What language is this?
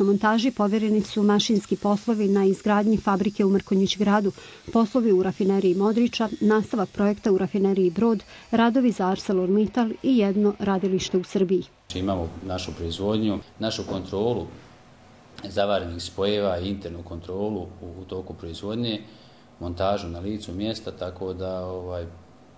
Bosnian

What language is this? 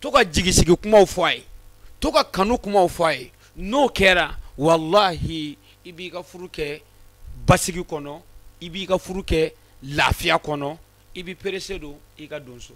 Bambara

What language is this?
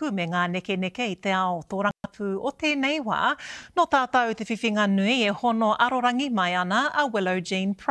Māori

